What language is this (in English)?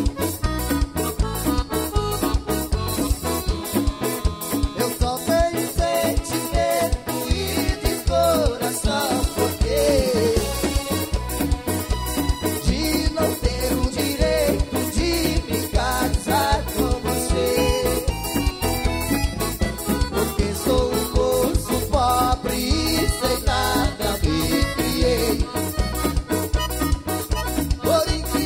Portuguese